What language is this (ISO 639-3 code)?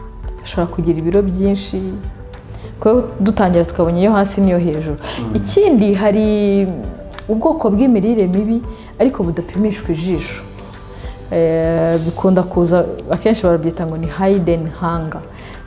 kin